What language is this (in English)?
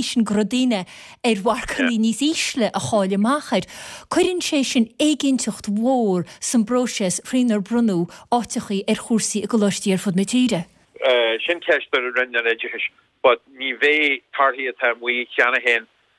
Irish